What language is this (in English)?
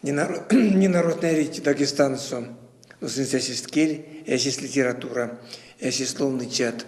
Erzya